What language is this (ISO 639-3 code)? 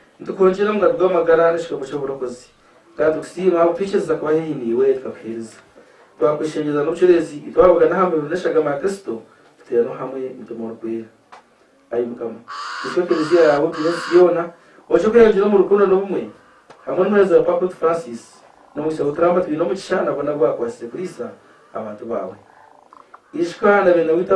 nyn